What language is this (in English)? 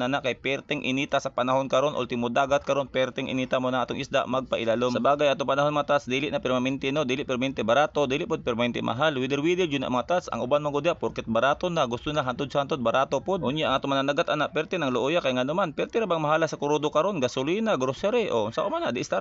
Cebuano